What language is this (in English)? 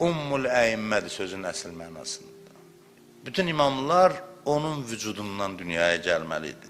Azerbaijani